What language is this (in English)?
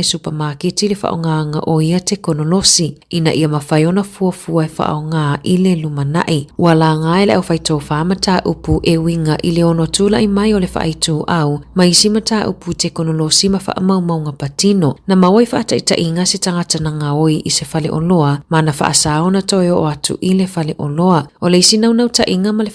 Samoan